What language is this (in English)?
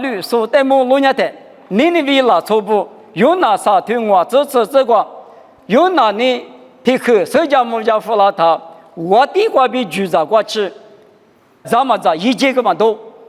Lisu